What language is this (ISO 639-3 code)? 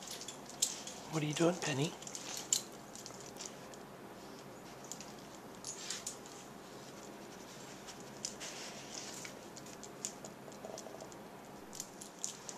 eng